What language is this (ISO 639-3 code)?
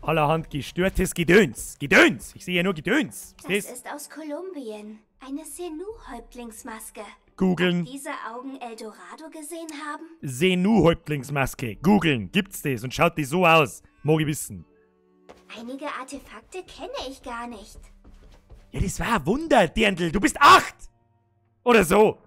bar